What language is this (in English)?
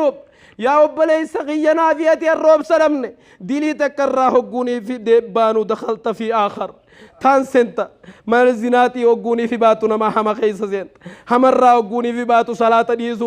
Oromo